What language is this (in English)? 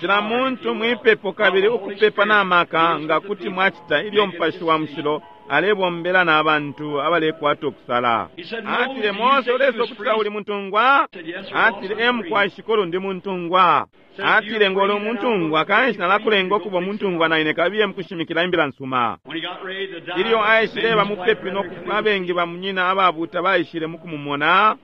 Bemba